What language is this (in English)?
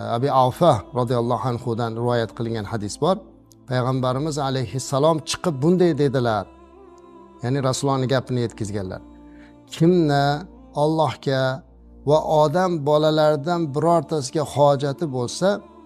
Uzbek